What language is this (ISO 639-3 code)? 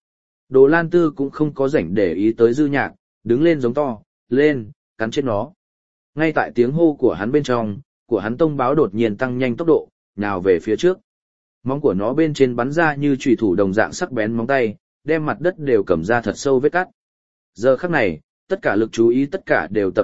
vie